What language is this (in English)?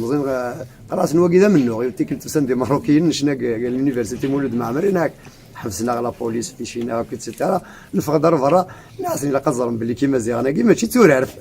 Kabyle